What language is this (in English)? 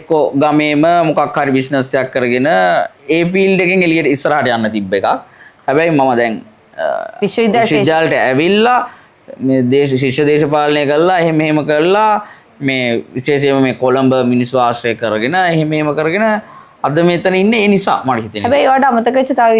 Sinhala